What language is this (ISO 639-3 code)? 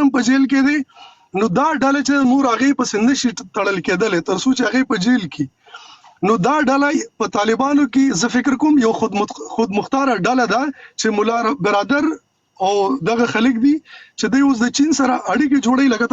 pus